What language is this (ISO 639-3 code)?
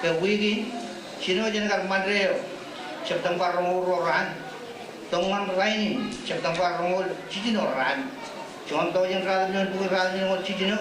mah